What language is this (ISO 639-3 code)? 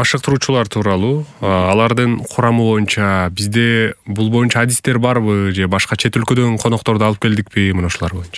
kir